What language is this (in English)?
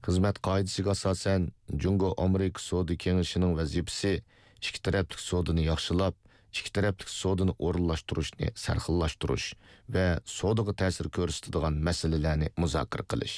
Uyghur